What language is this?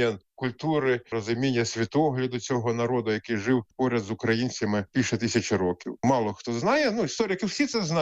Ukrainian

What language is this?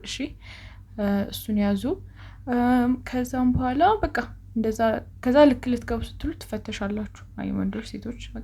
Amharic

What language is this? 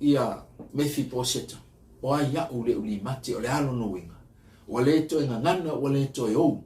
Samoan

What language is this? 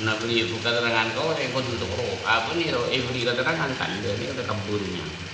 Madurese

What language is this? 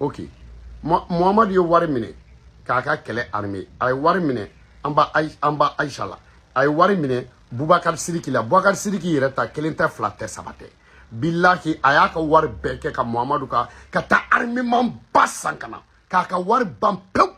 Bambara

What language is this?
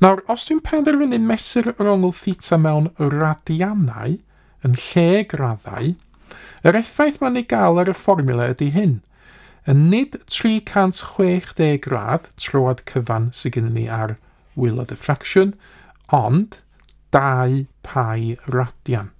Welsh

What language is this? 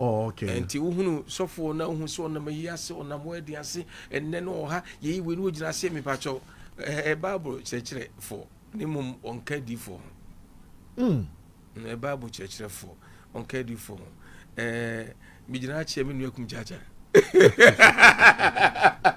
Akan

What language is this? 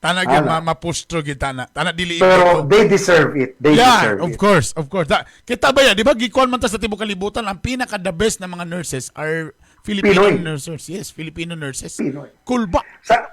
Cebuano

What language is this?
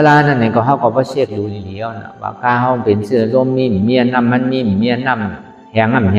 Shan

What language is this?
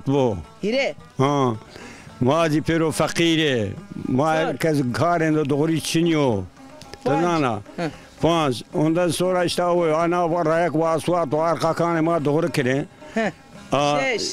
Zaza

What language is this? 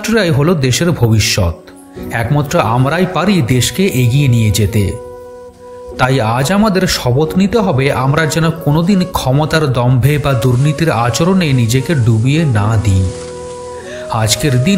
Bangla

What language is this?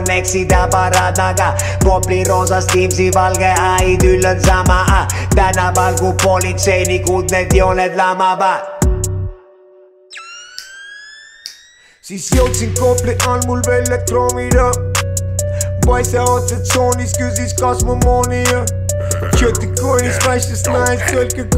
Estonian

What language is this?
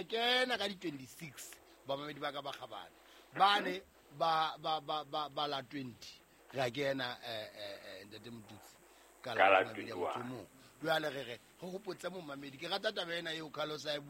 Southern Sotho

